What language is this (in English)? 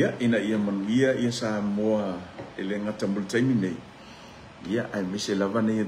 Samoan